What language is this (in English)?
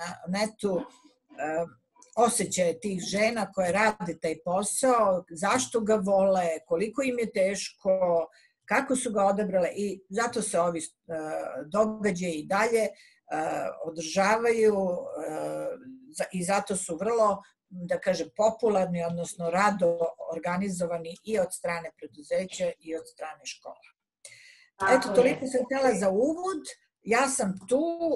Serbian